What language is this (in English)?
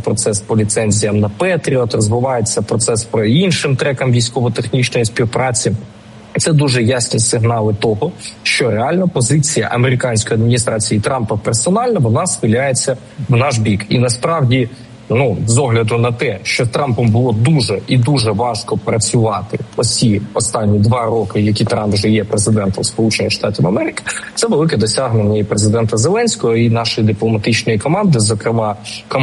Ukrainian